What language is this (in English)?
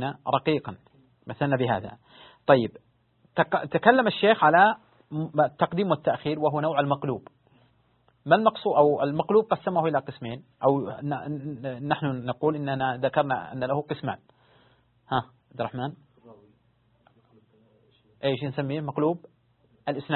Arabic